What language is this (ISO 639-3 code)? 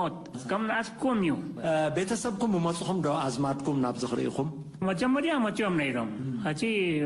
tir